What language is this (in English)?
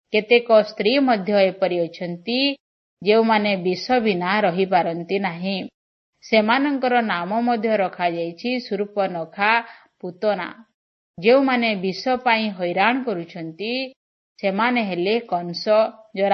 Odia